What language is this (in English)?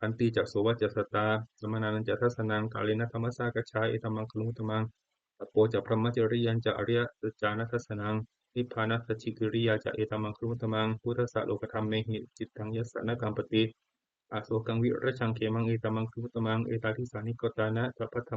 Pali